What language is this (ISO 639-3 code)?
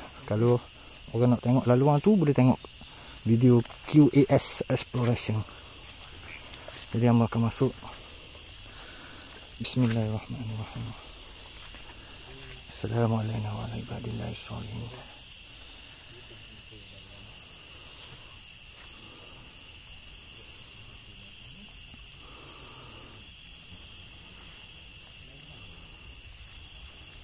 msa